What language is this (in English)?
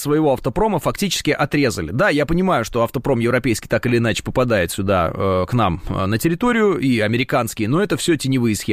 Russian